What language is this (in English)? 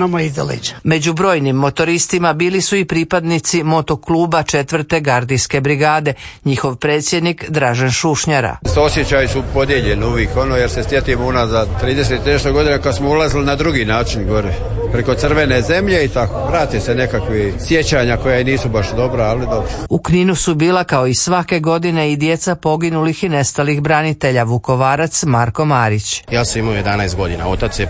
Croatian